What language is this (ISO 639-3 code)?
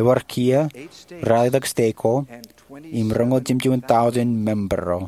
mah